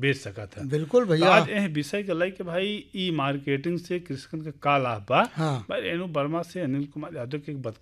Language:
Bhojpuri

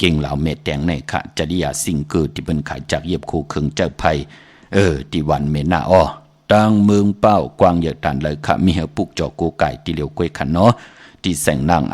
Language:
Shan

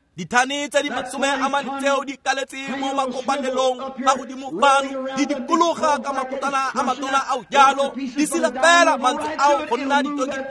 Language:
Tswana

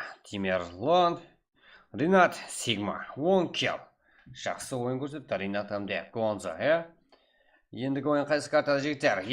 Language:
Kara-Kalpak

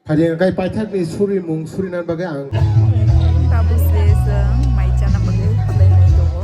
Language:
Kok Borok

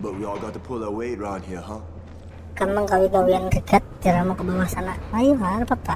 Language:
Banjar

